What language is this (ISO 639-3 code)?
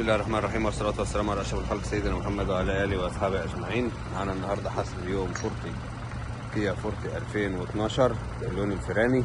arz